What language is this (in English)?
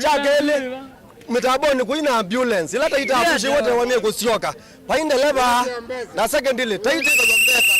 Kamba